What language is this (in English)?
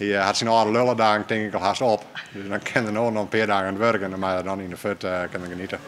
Western Frisian